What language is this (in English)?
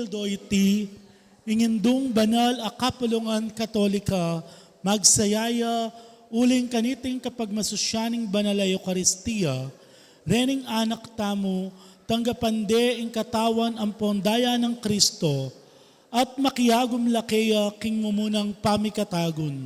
Pampanga